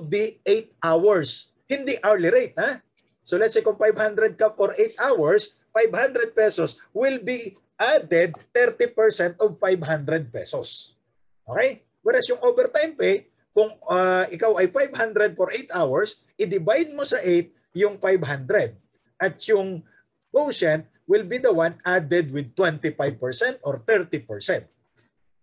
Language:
Filipino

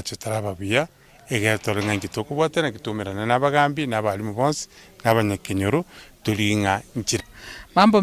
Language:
Gusii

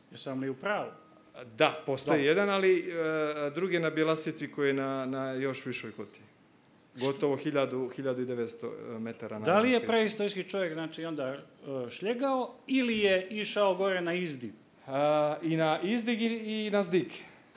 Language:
Serbian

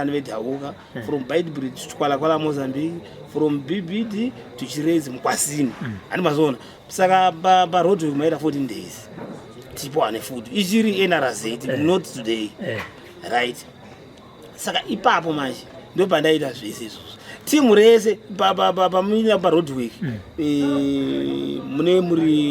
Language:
Shona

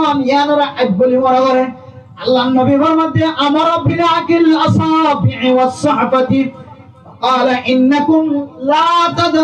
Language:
Rohingya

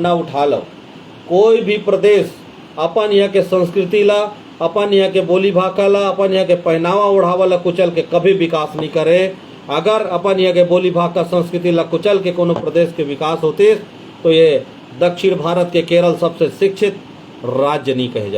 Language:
Chhattisgarhi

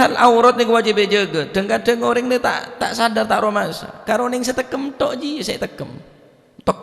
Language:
Madurese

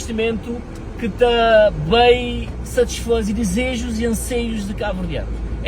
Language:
Kabuverdianu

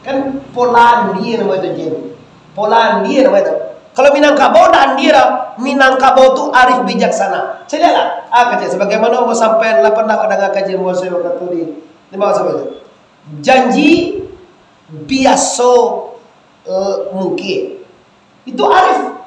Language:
Minangkabau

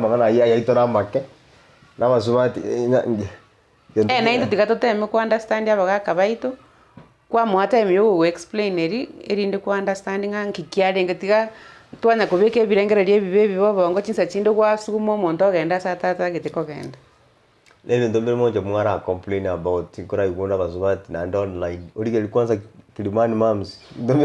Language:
Gusii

